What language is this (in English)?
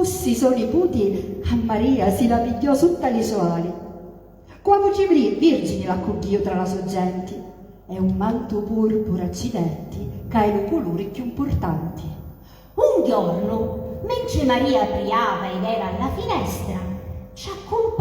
Sicilian